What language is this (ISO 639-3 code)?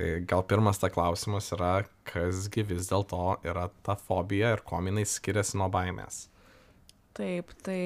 lit